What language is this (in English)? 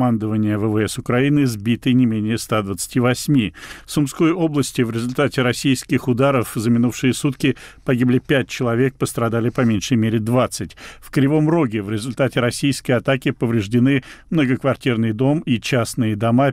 Russian